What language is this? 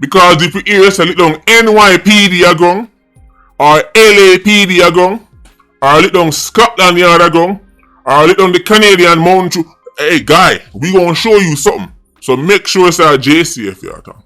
Jamaican Creole English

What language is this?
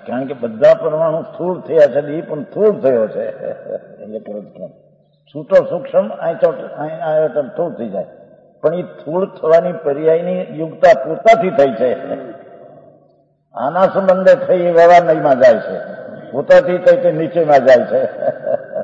Gujarati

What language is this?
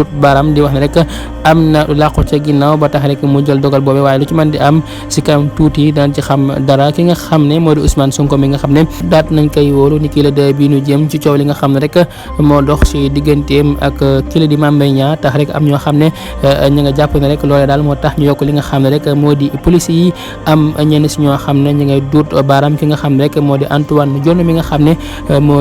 Wolof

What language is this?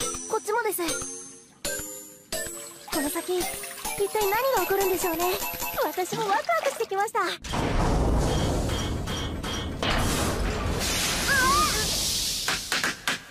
Japanese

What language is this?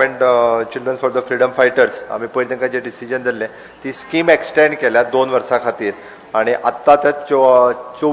Konkani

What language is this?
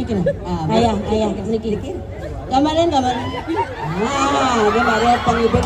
Balinese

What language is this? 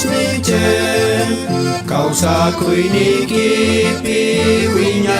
South Bolivian Quechua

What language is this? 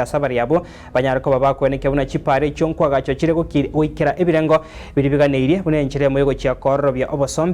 Gusii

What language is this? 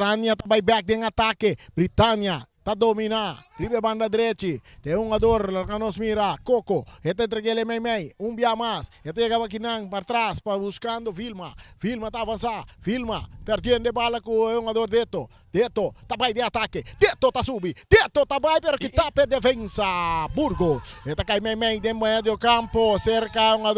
Papiamento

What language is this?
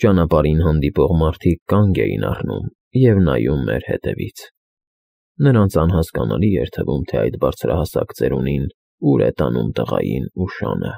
Armenian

